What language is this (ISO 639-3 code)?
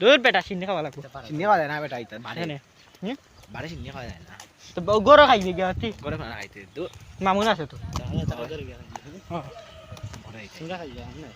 syl